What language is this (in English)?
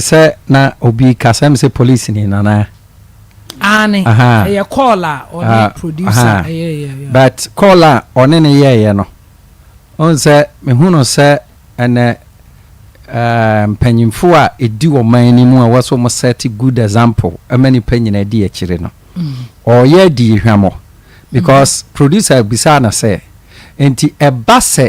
Akan